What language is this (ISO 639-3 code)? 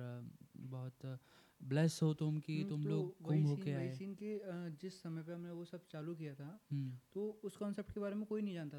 hin